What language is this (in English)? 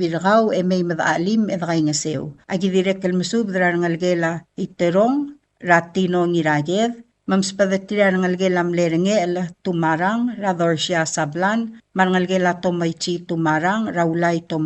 Palauan